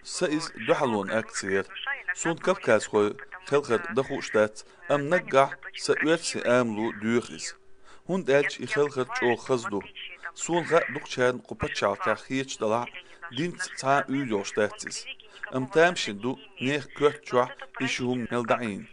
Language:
Chechen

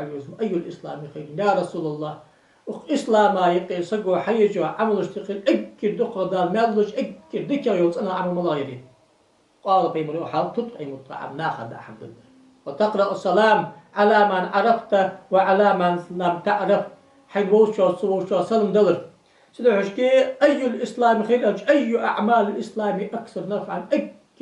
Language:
Ingush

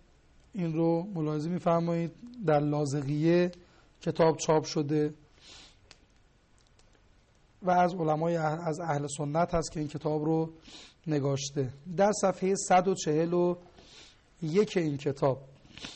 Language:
Persian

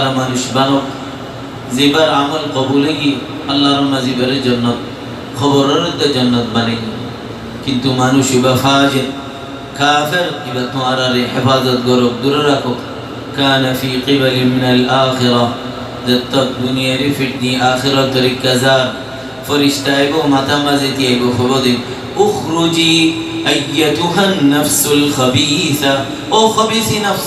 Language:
Rohingya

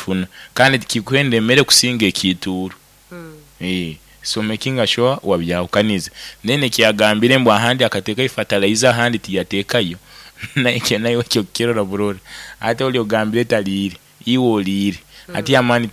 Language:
Nyoro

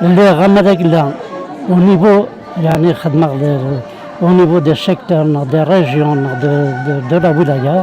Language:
Kabyle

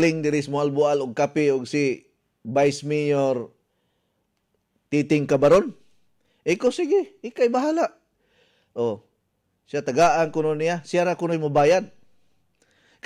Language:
Cebuano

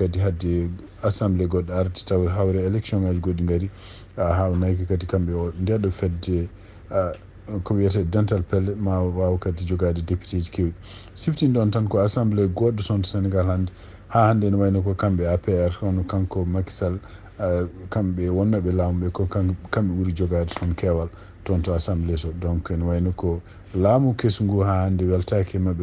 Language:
Fula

